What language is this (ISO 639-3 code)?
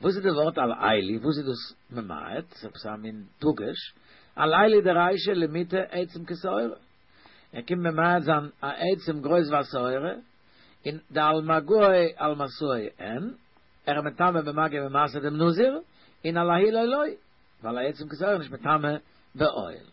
yid